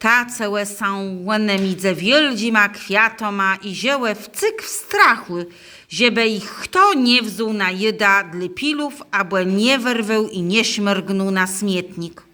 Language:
Kashubian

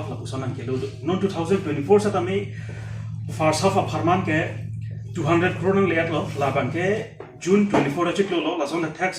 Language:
Karbi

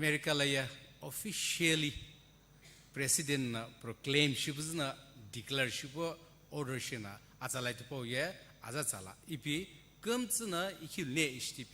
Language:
Sumi Naga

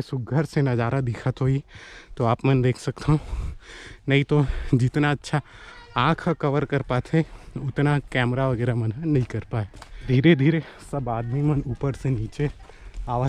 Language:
Chhattisgarhi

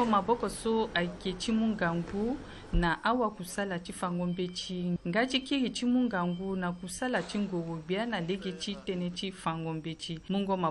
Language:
Sango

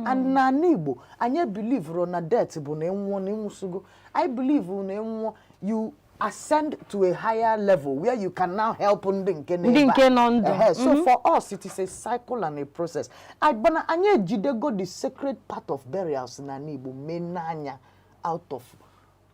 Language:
Igbo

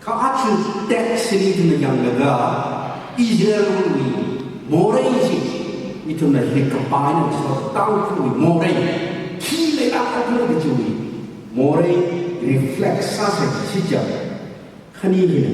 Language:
Tangkhul Naga (India)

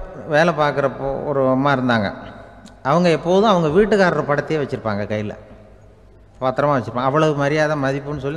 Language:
Tamil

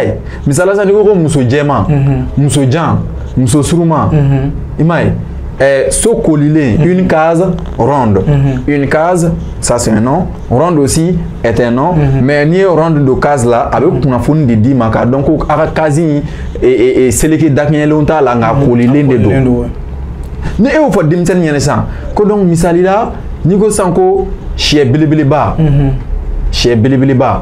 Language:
Bambara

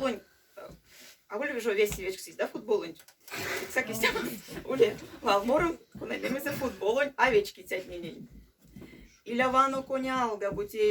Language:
Erzya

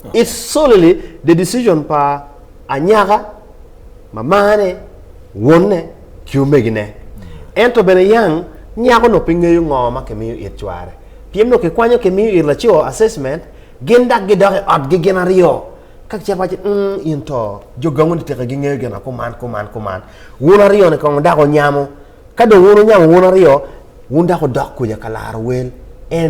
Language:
Acoli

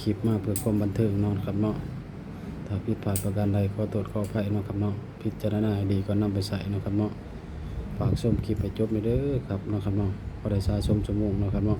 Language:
Northeastern Thai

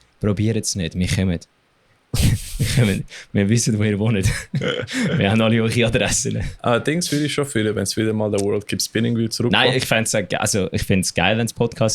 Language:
Swiss German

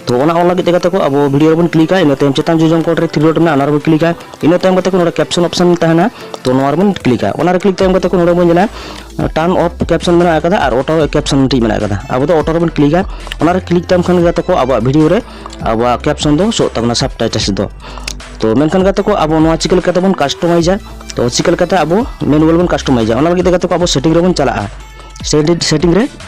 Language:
Santali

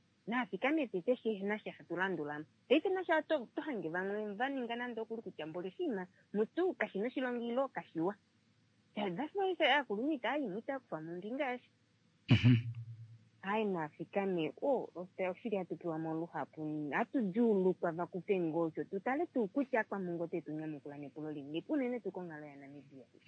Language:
Kuanyama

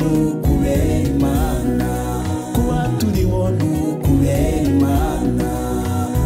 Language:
Kinyarwanda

